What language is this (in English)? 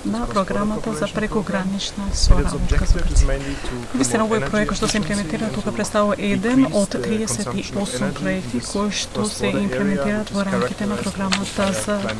Macedonian